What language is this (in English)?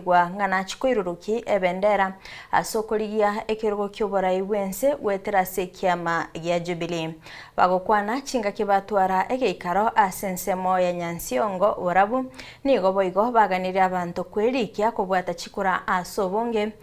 Gusii